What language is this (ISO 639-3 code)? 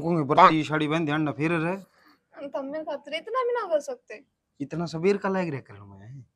bgc